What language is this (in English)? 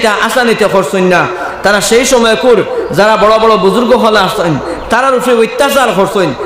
Sylheti